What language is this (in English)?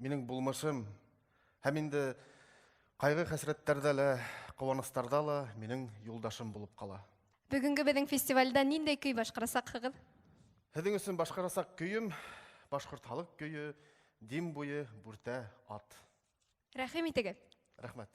Bashkir